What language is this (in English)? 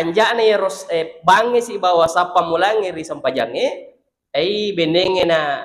Buginese